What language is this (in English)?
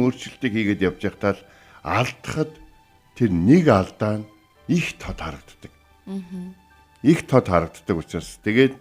Mongolian